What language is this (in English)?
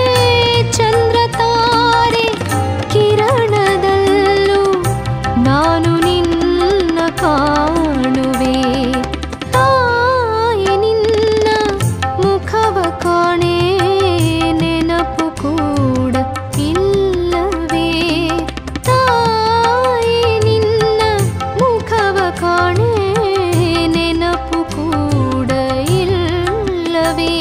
Kannada